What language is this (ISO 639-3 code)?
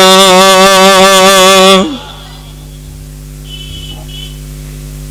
ben